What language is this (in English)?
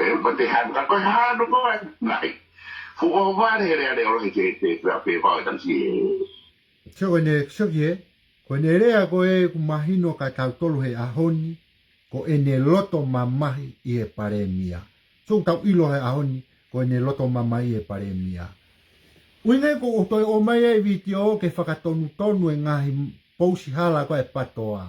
Tongan